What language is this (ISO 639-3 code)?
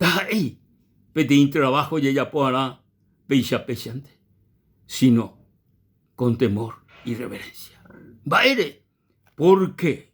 grn